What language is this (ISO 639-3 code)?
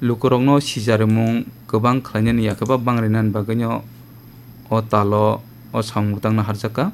trp